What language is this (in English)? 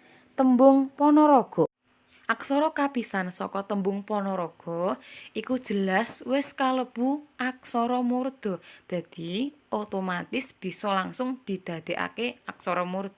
Javanese